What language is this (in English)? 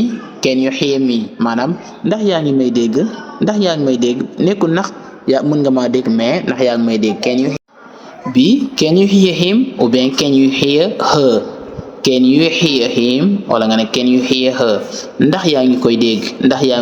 Wolof